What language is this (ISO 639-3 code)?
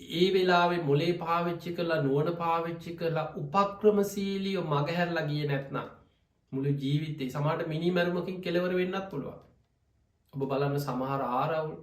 sin